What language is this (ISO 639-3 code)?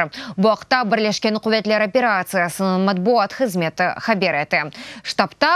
crh